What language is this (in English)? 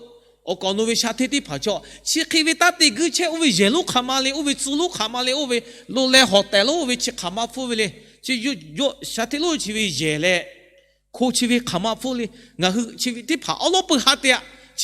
Lahu